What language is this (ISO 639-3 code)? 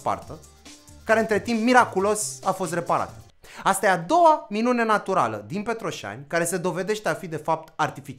ron